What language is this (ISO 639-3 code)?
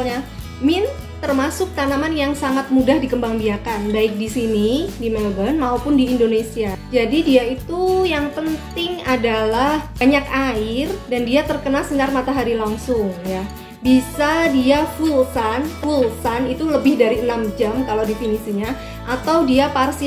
ind